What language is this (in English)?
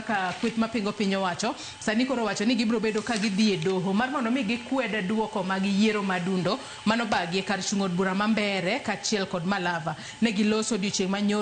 Luo (Kenya and Tanzania)